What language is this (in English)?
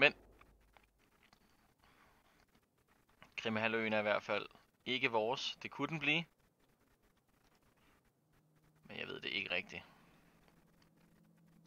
Danish